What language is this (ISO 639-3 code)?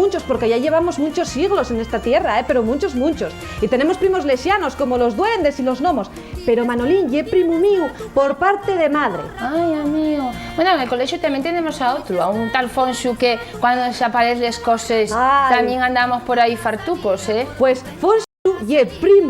ast